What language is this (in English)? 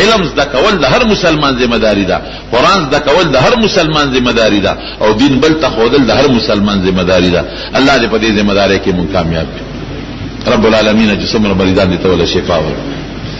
Pashto